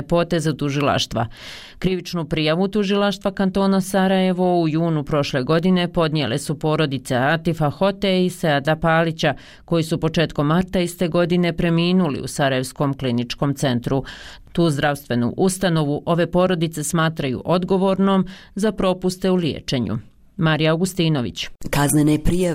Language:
Bosnian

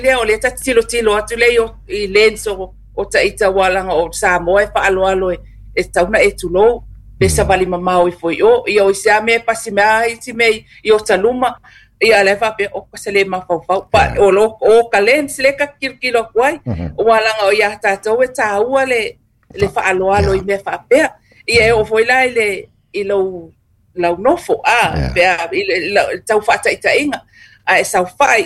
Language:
Samoan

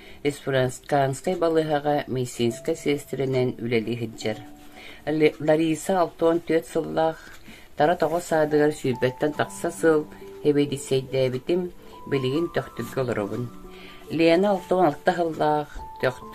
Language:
Yakut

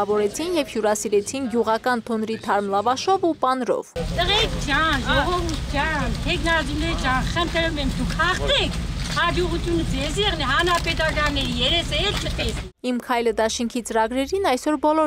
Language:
Armenian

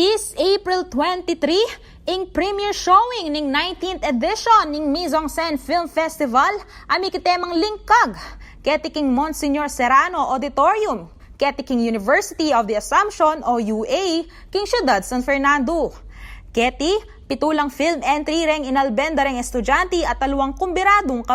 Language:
Pampanga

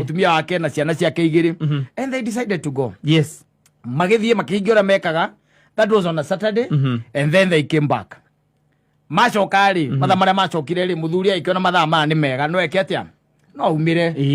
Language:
Kikuyu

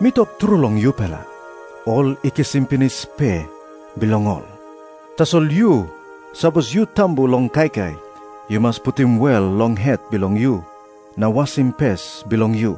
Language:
Tok Pisin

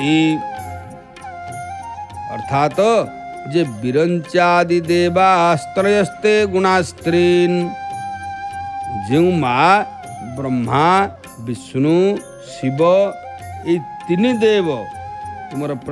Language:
Odia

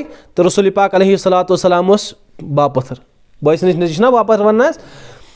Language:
Kashmiri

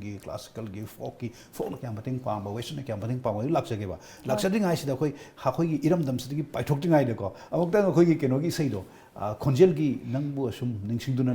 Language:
Manipuri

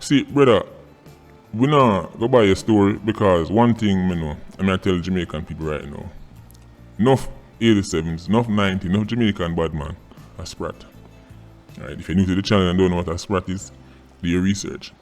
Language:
Jamaican Creole English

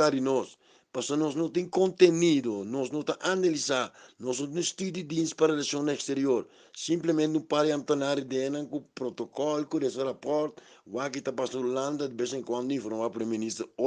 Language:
Papiamento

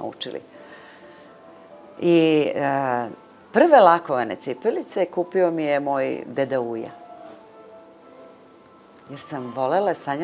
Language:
Serbian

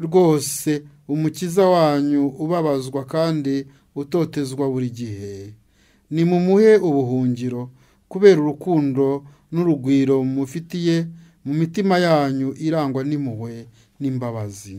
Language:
Kinyarwanda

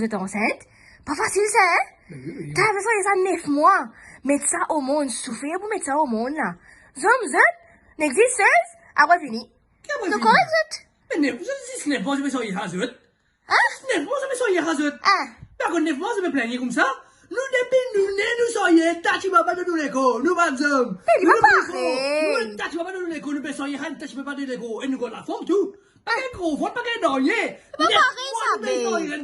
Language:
Morisyen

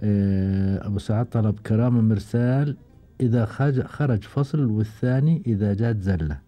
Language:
Gulf Arabic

